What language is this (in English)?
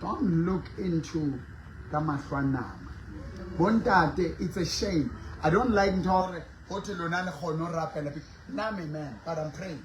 Southern Sotho